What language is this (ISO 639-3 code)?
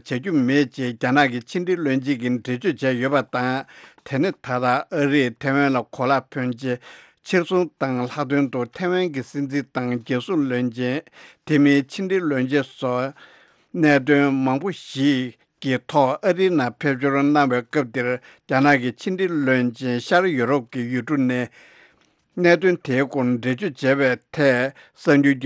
bod